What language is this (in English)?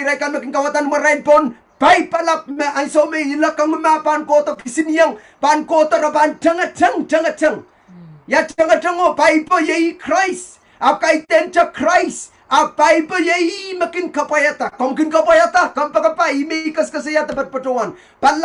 Pohnpeian